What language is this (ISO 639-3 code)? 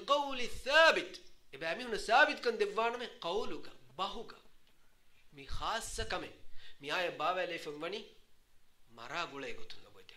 div